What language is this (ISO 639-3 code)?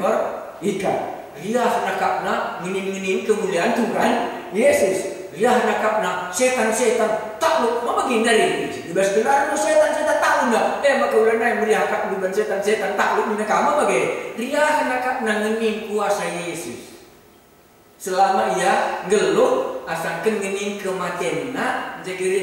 btx